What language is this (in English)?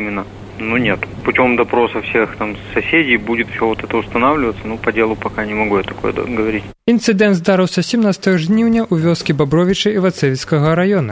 Belarusian